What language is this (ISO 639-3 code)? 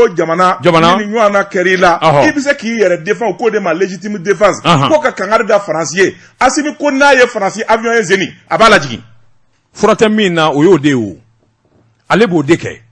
bam